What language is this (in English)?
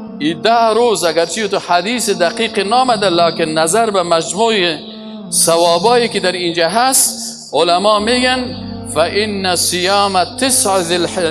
Persian